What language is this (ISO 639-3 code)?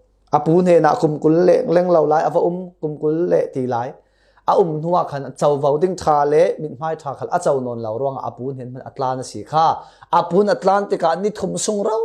cfm